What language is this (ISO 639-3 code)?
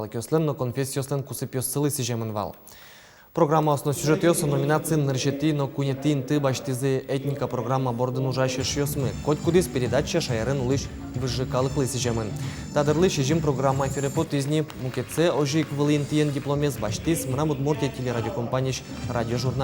udm